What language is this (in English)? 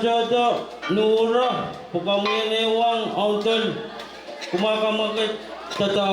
Pohnpeian